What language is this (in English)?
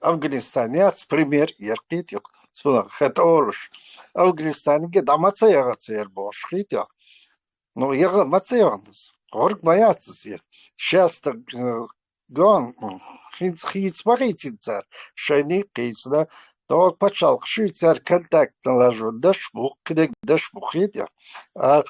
Chechen